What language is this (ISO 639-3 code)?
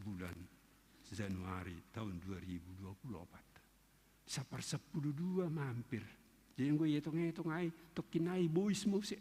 bts